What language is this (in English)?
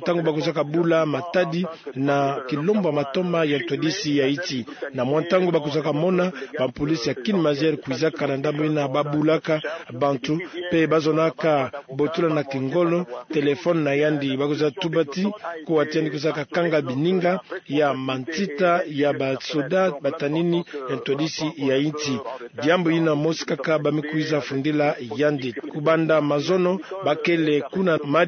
Kituba (Democratic Republic of Congo)